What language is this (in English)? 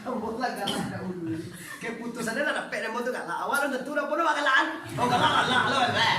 Minangkabau